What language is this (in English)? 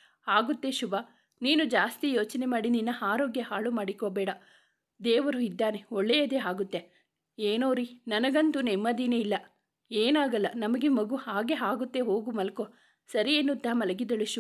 Kannada